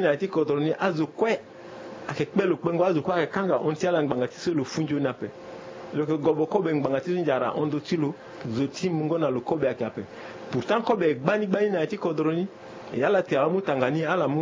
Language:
Sango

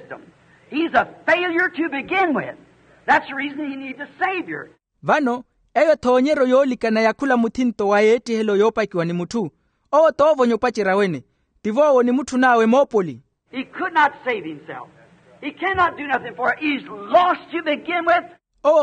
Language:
Makhuwa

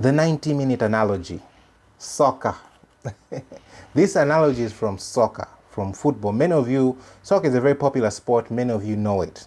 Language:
English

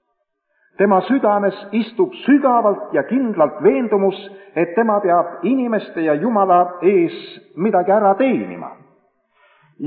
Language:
Estonian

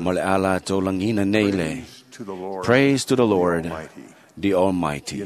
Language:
Samoan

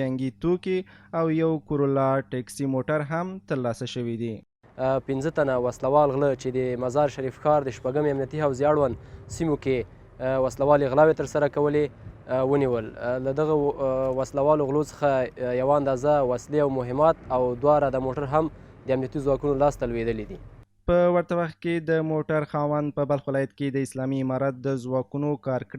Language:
Pashto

